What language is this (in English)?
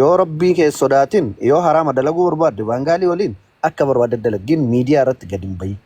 Oromo